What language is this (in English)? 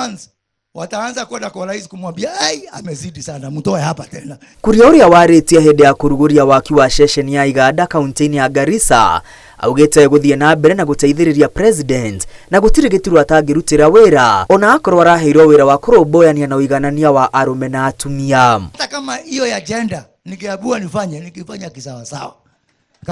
Kikuyu